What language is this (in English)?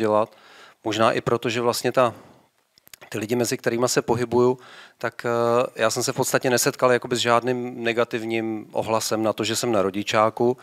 Czech